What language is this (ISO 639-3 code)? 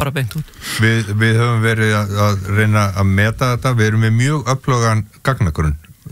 isl